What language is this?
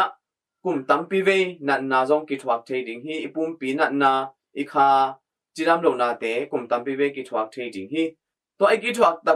Tedim Chin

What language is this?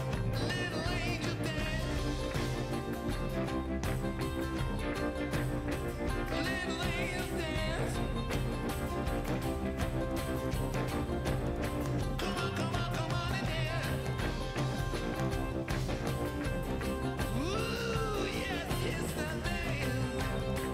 English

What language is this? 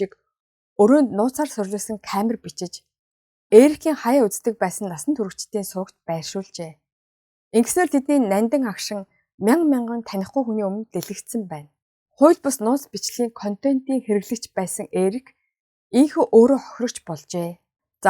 Mongolian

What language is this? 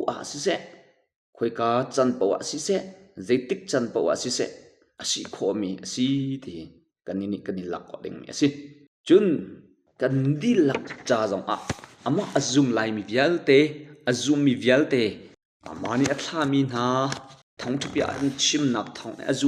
Hakha Chin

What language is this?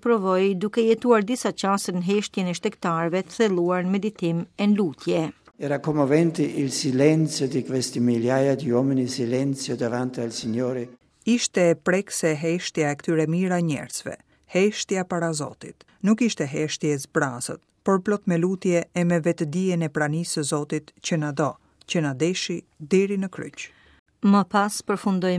Albanian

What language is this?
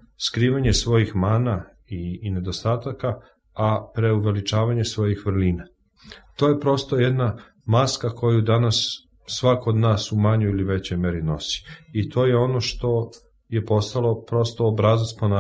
Serbian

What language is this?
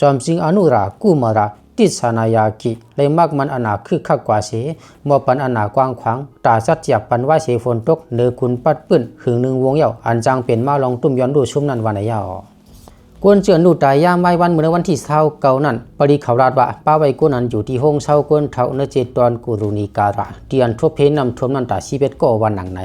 Lao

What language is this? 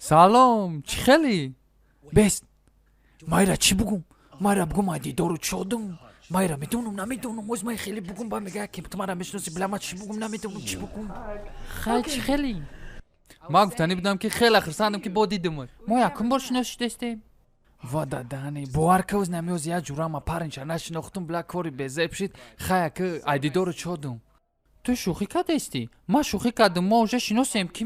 Tajik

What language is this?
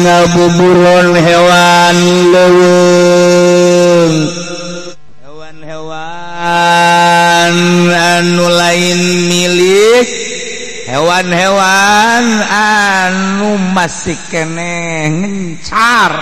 Sundanese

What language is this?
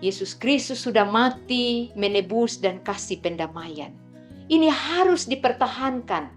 Kupang Malay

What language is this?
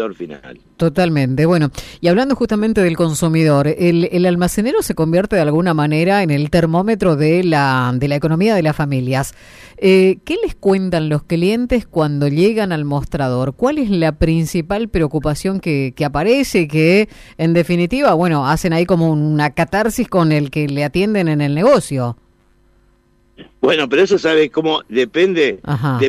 Spanish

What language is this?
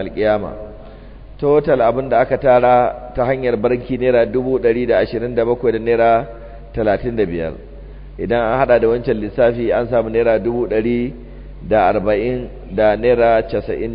Hausa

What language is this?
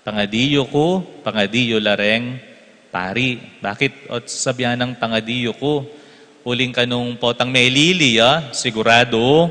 Pampanga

